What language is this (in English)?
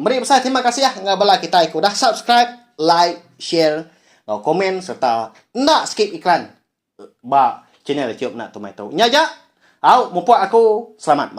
Iban